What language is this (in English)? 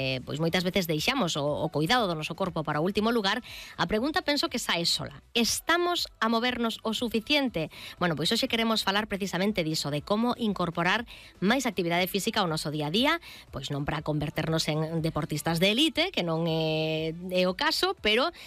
Galician